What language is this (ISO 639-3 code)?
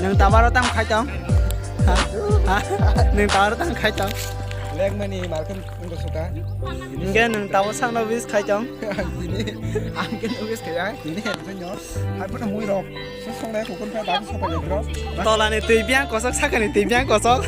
trp